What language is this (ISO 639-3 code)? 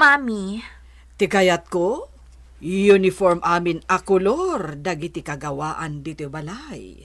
ilo